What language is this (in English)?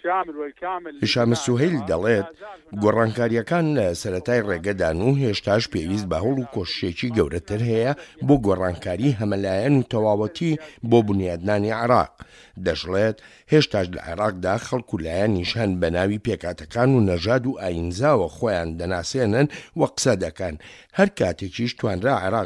Central Kurdish